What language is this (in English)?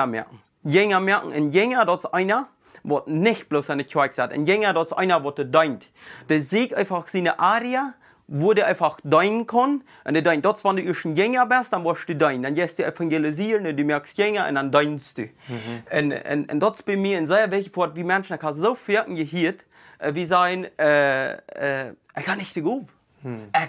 Plautdietsch